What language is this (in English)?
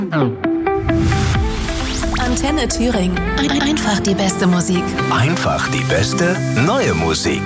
German